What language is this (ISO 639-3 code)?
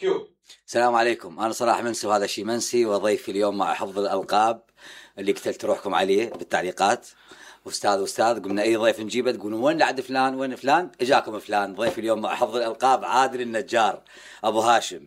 acm